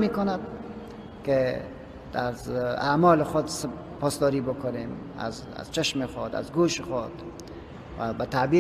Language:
Persian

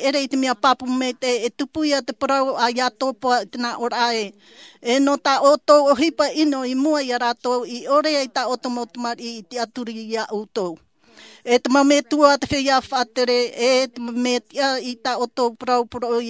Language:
Tahitian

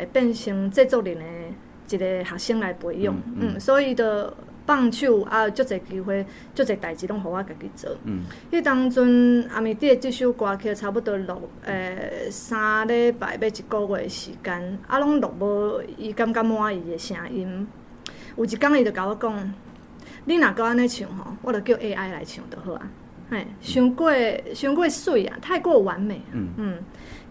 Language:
Min Nan Chinese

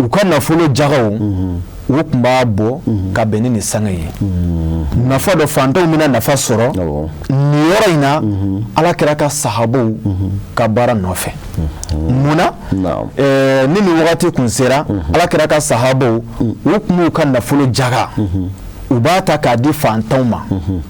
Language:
Bambara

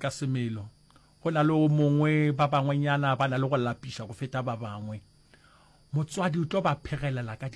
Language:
Northern Sotho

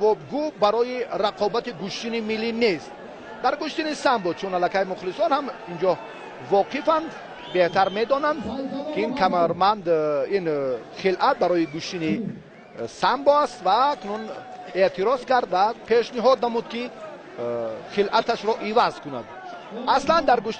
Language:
Tajik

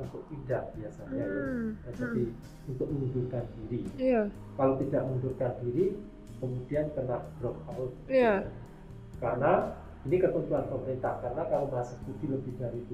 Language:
Indonesian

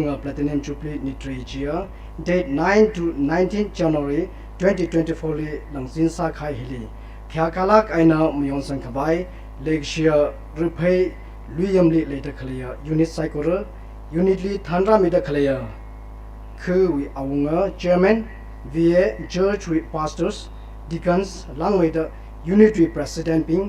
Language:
Tangkhul Naga (India)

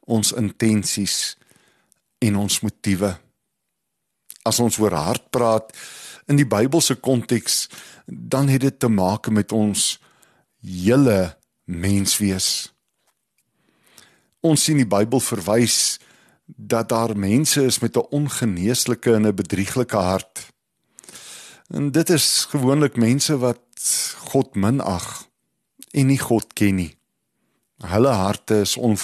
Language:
Afrikaans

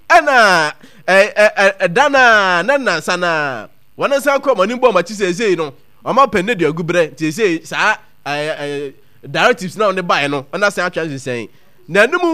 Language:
Akan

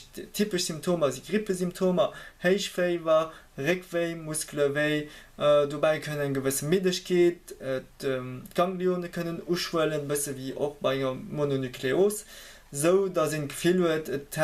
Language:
Luxembourgish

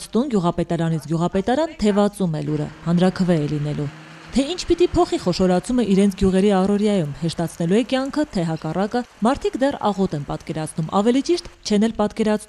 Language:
Armenian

